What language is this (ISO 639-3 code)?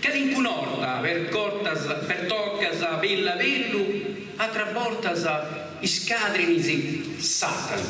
srd